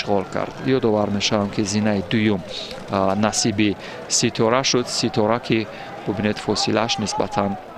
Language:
Tajik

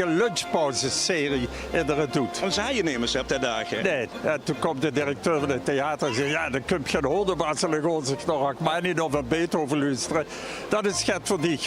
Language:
Limburgish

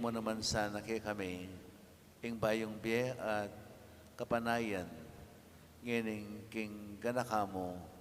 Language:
Pampanga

